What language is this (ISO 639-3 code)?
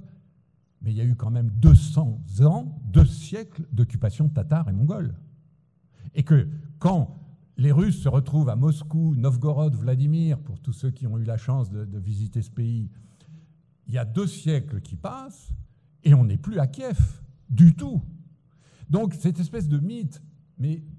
fra